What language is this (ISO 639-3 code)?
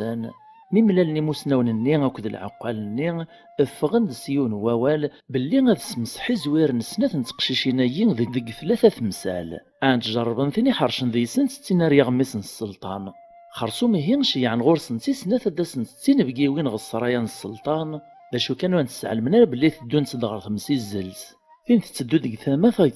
kab